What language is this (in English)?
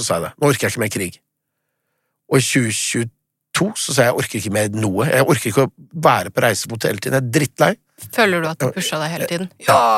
Norwegian